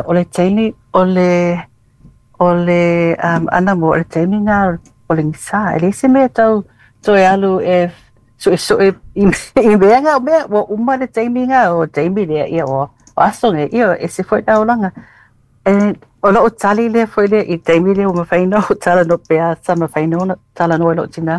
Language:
Samoan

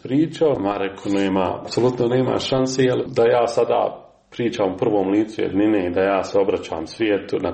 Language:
Croatian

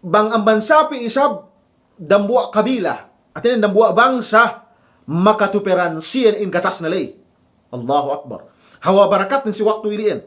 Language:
Yakan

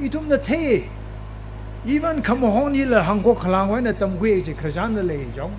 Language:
Tangkhul Naga (India)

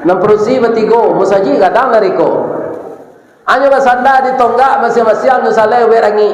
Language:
Minangkabau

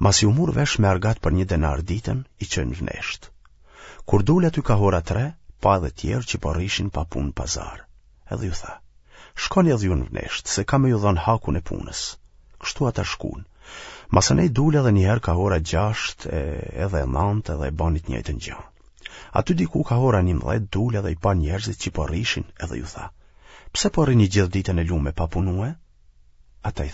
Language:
Albanian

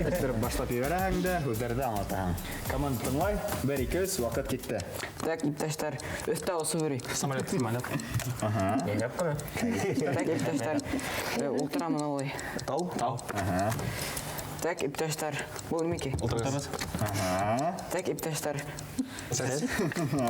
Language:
Bashkir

